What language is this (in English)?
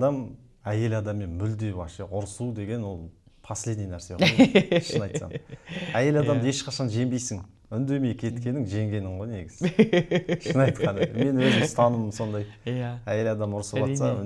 Kazakh